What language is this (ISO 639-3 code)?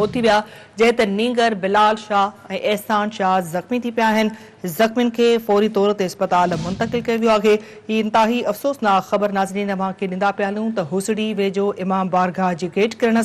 snd